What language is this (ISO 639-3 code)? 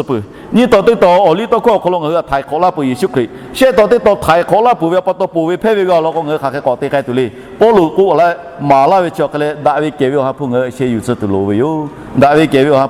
lhu